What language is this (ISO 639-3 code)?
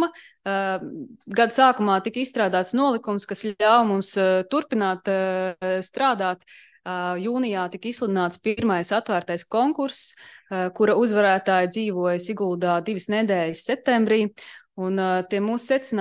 lav